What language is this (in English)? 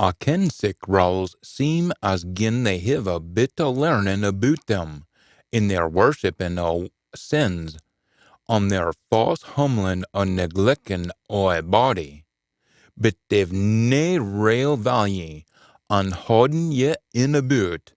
Scots